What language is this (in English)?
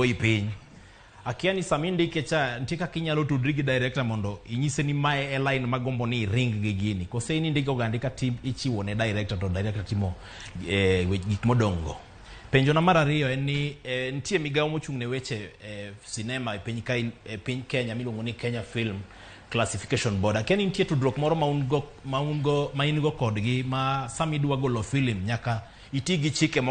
Luo (Kenya and Tanzania)